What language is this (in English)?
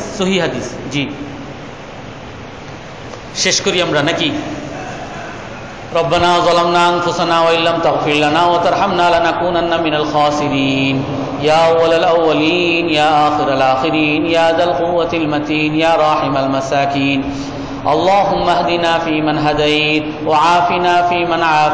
Bangla